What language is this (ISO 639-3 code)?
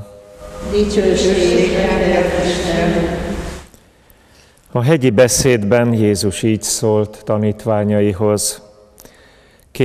hun